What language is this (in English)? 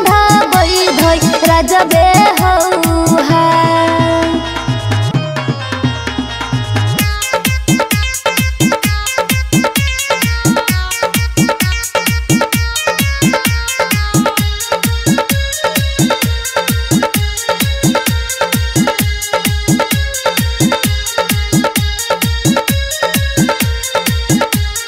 Bhojpuri